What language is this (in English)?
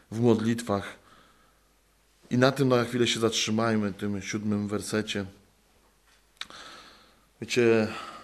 Polish